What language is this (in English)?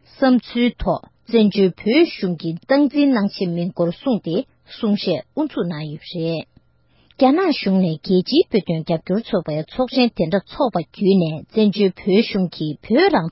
Tibetan